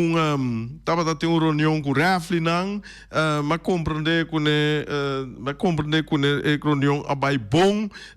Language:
Papiamento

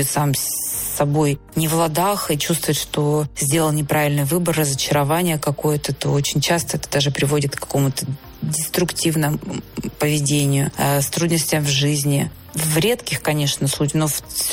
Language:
Russian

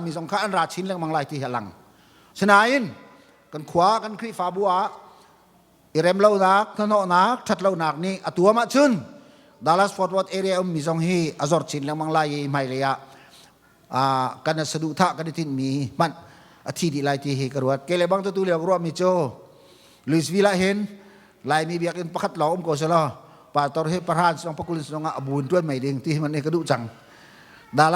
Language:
Hakha Chin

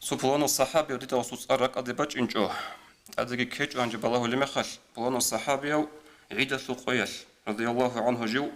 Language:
Avaric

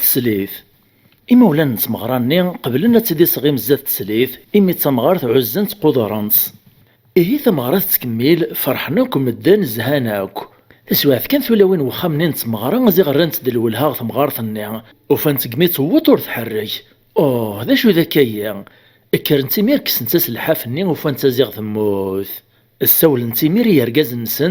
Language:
Kabyle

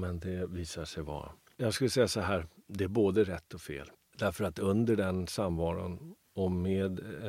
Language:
Swedish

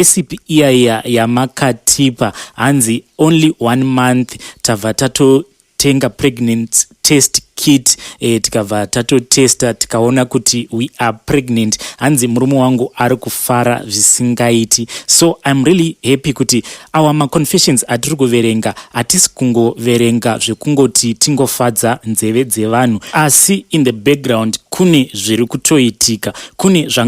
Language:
Shona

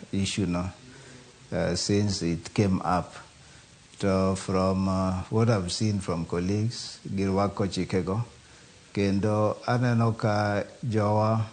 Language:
Luo (Kenya and Tanzania)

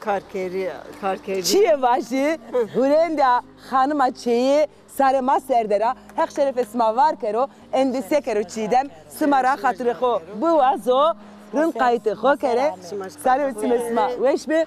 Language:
Zaza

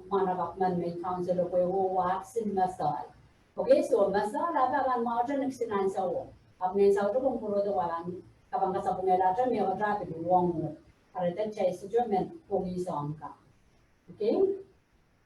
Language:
Pohnpeian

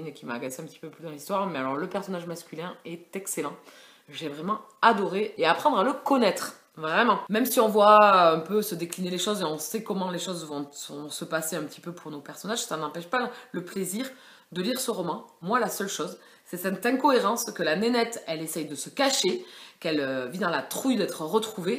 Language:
French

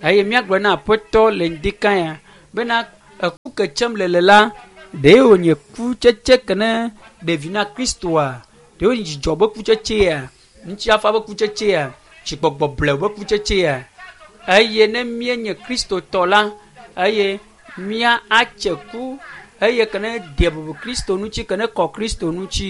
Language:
Ewe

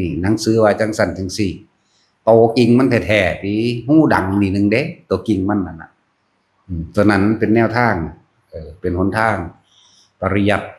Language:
Northeastern Thai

